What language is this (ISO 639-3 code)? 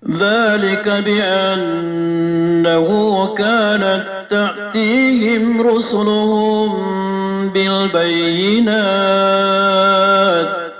mrw